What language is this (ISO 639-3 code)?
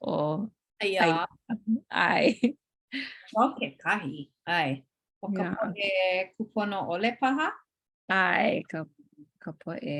haw